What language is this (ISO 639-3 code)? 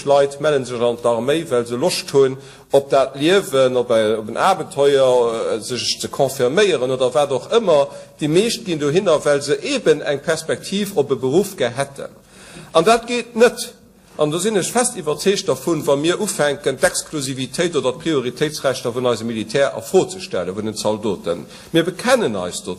ltz